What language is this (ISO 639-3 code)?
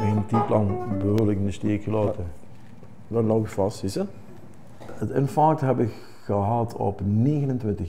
lim